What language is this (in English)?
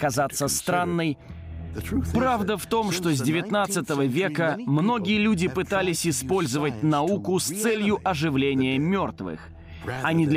Russian